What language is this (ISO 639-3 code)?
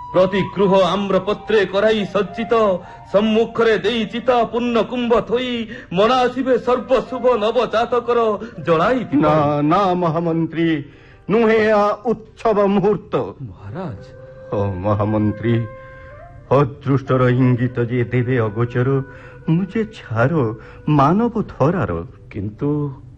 ori